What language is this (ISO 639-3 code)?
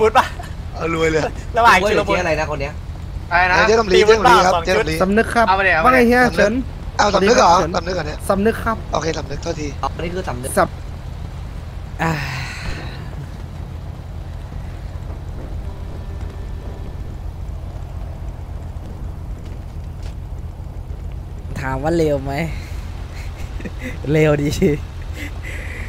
tha